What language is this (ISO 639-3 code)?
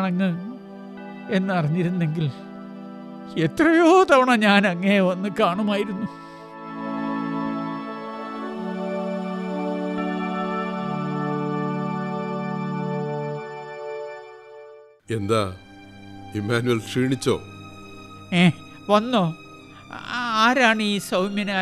mal